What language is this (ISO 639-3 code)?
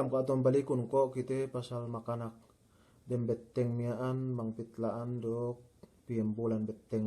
yka